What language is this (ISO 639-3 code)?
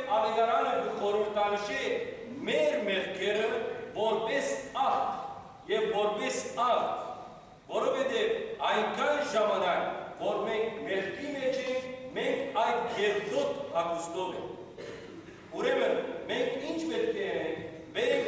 hyw